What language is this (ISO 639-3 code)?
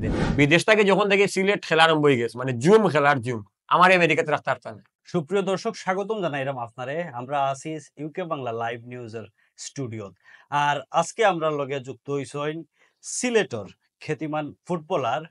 syl